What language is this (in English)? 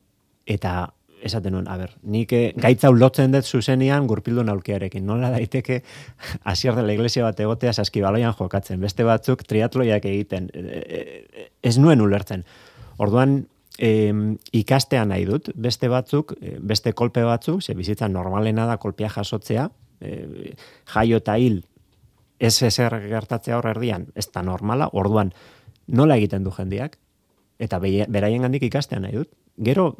Basque